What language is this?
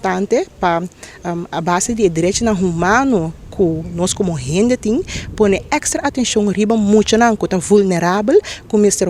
Papiamento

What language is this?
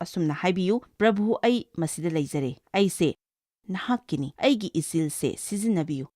Manipuri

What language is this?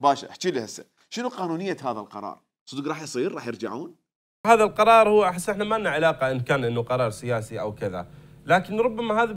Mesopotamian Arabic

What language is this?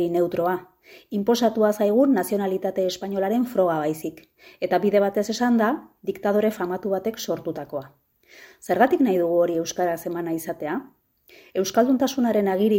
Basque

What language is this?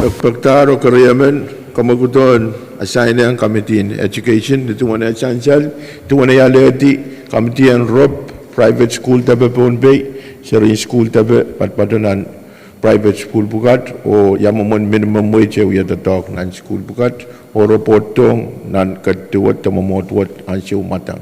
Pohnpeian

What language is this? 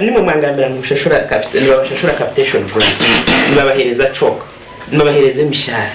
Nyankole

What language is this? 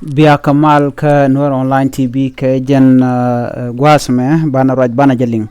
Nuer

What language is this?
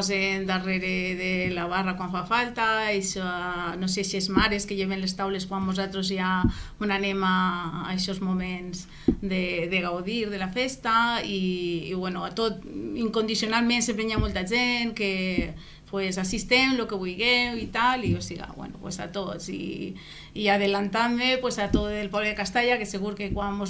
Catalan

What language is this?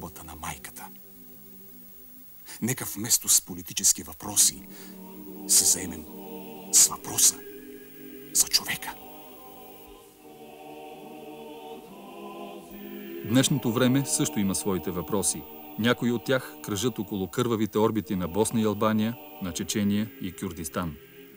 Bulgarian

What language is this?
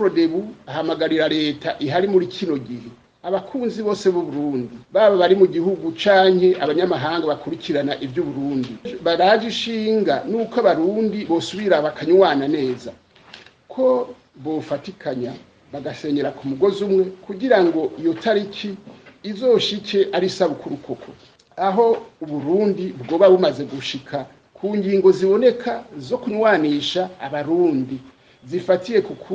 Rundi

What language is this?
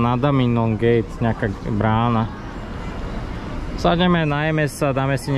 Slovak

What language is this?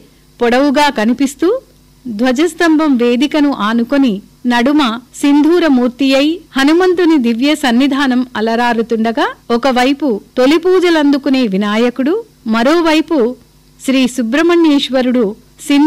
Telugu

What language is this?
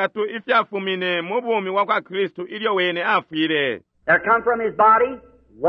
Bemba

